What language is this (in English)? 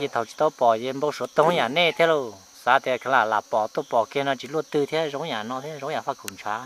Hmong